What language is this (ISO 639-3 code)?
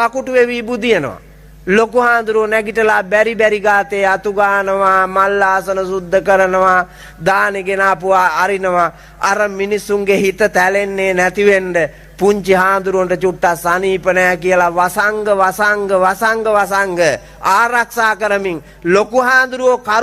sin